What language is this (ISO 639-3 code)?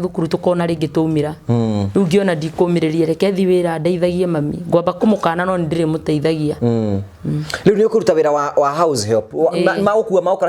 kik